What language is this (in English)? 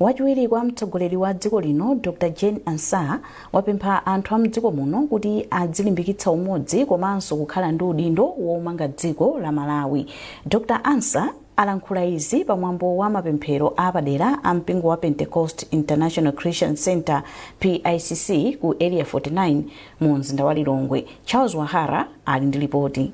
Nyanja